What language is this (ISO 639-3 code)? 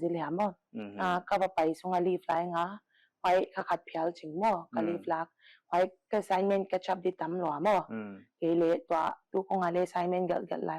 pck